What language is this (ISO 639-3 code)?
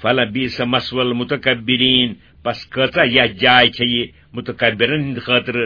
kas